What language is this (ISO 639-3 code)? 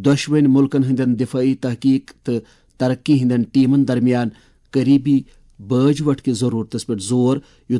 kas